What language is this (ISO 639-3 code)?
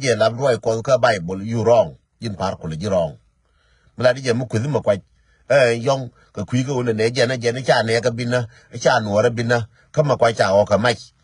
nus